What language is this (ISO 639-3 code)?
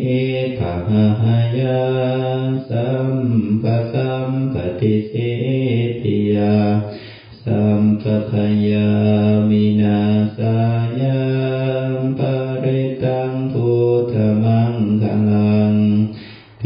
pli